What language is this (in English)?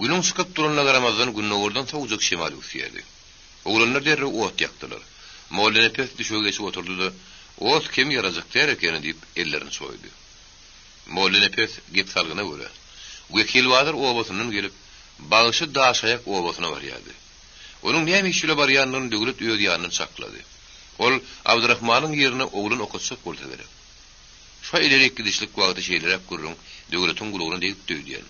Turkmen